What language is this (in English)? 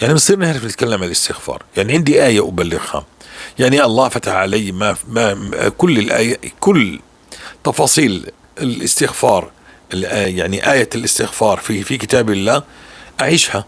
North Levantine Arabic